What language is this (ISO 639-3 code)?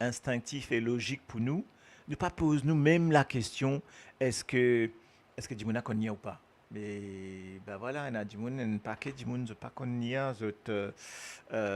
mfe